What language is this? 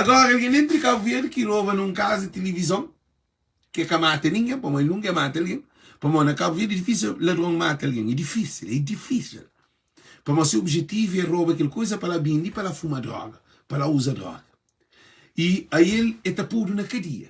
Kabuverdianu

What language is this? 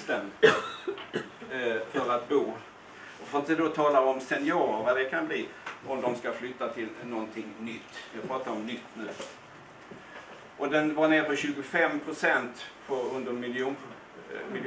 Swedish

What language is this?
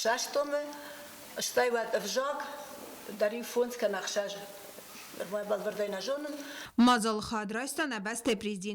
Ossetic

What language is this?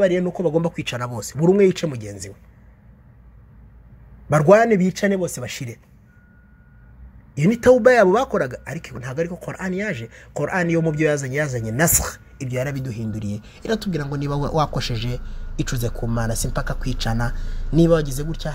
Kinyarwanda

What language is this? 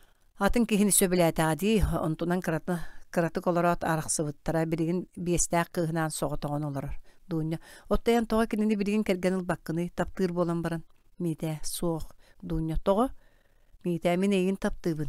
Yakut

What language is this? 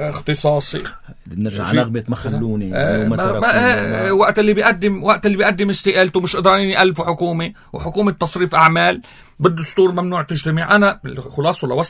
North Levantine Arabic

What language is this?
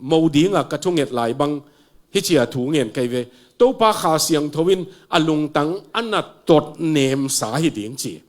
Tedim Chin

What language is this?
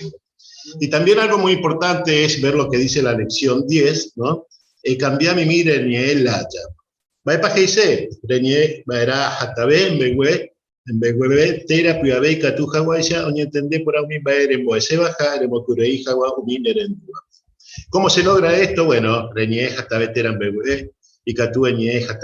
Guarani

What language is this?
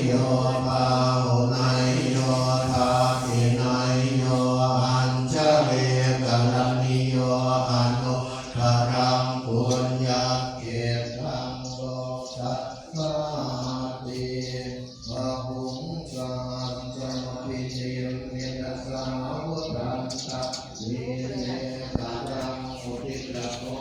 Pali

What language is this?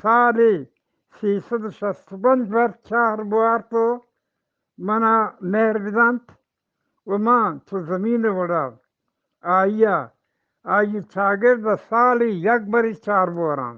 Eastern Balochi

